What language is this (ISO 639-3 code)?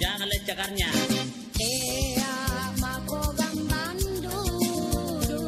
mak